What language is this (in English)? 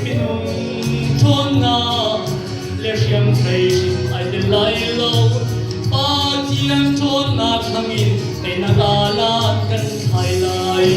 Hakha Chin